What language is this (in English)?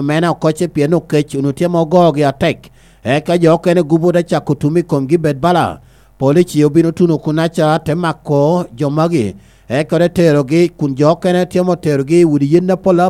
Lango (Uganda)